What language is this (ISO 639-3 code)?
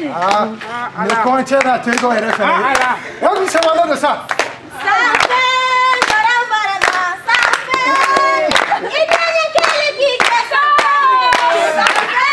bam